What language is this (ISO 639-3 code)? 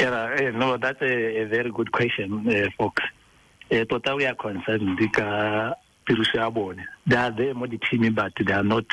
tsn